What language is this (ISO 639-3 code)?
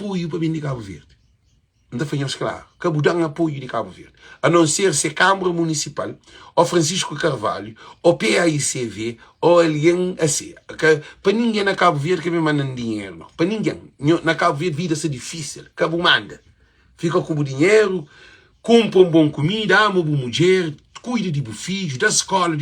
kea